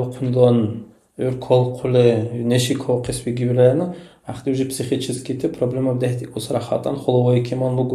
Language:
Dargwa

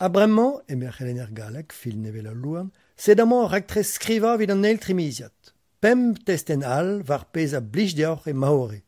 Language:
Breton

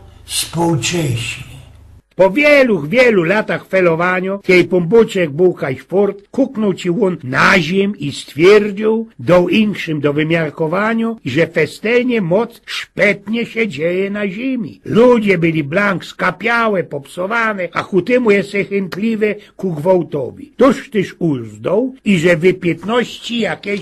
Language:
Silesian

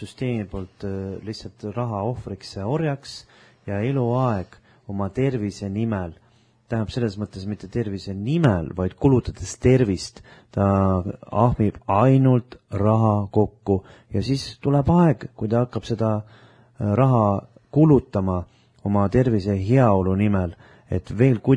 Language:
Estonian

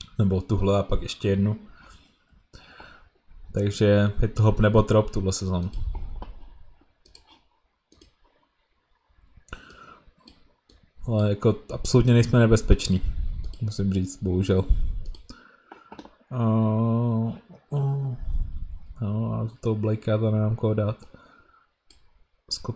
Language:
Czech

